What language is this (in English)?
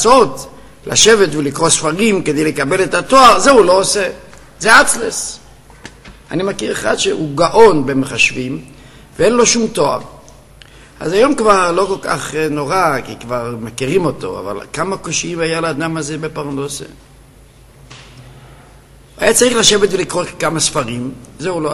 Hebrew